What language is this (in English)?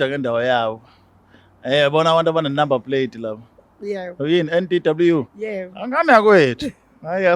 Zulu